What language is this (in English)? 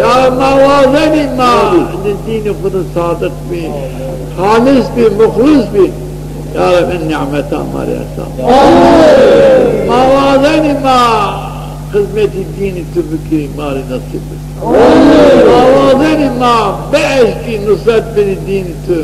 Zaza